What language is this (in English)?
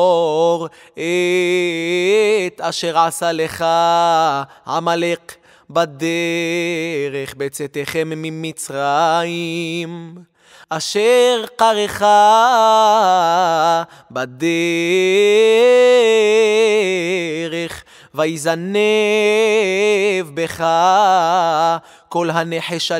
Hebrew